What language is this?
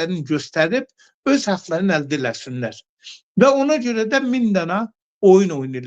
Azerbaijani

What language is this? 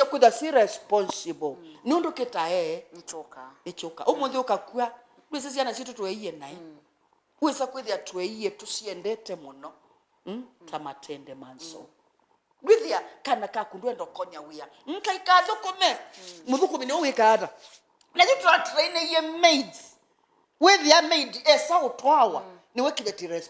Kamba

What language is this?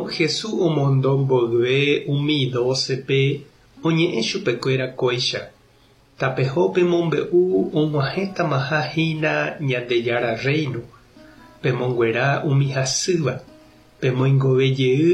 Guarani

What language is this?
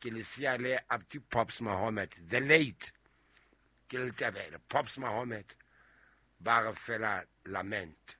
Southern Sotho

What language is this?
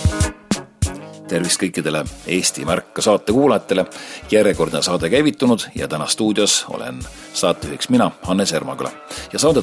Estonian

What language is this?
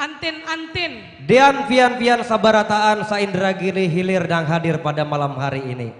Banjar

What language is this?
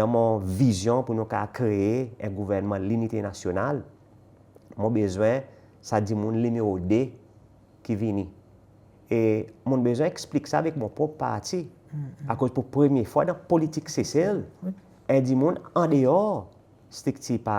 Seselwa Creole French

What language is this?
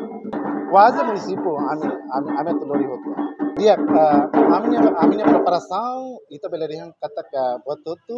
Tetum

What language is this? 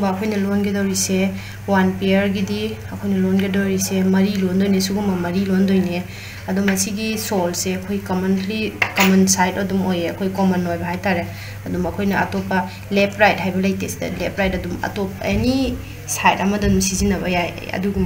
Manipuri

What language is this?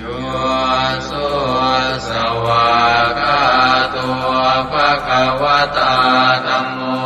Pali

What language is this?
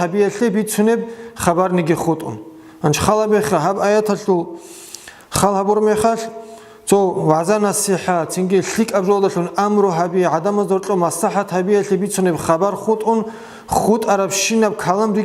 Avaric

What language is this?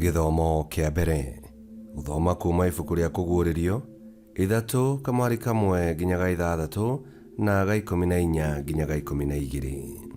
Kikuyu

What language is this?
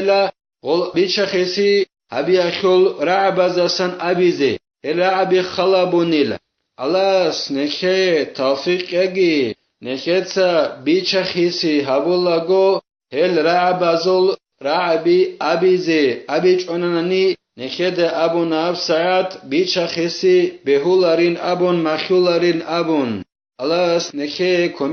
Avaric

